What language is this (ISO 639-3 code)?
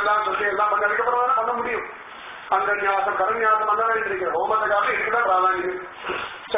tam